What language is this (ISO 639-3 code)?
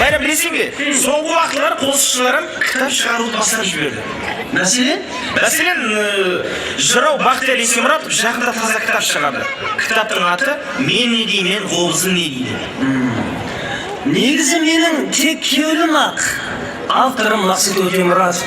kaa